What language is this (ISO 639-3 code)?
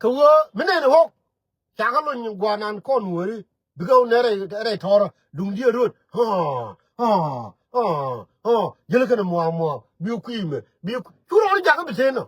nus